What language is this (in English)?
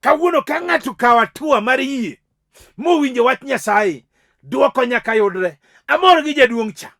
Luo (Kenya and Tanzania)